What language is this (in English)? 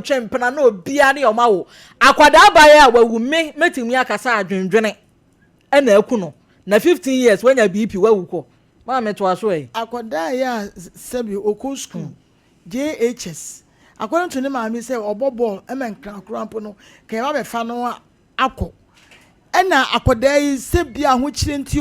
Akan